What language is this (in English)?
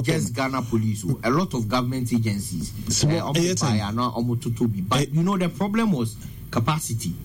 Akan